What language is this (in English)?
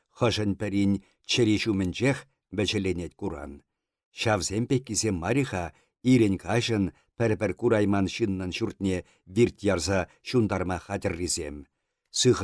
Chuvash